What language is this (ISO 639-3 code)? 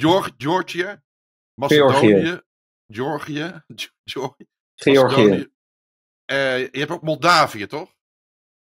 nld